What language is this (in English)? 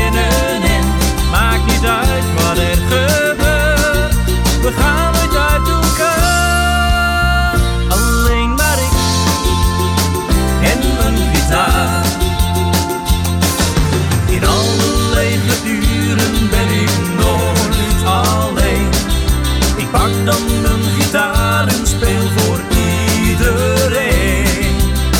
Dutch